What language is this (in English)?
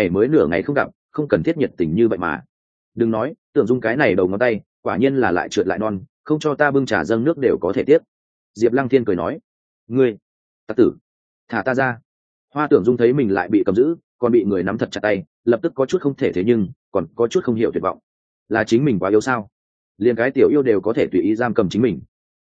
Vietnamese